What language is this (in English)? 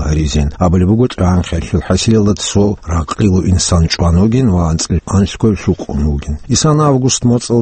Avaric